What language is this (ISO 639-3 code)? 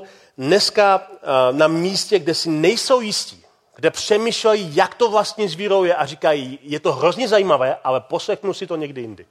ces